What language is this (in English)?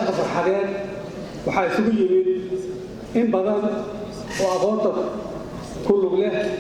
Somali